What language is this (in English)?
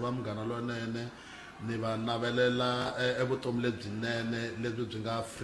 Tsonga